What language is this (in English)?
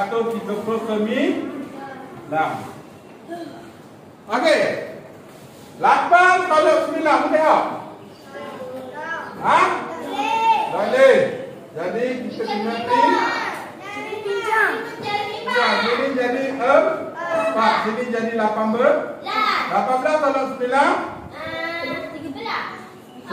Malay